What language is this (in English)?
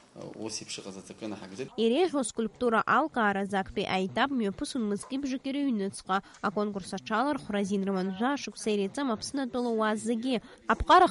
Abkhazian